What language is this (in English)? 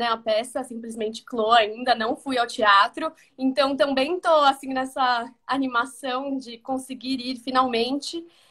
Portuguese